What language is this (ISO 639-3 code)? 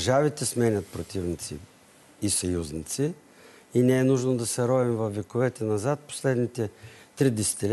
bul